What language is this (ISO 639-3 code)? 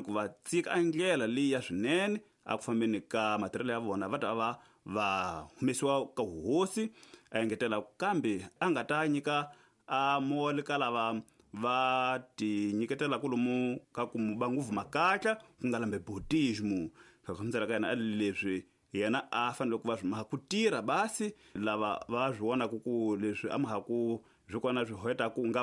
tso